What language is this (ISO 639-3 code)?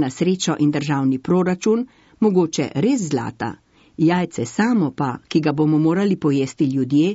slv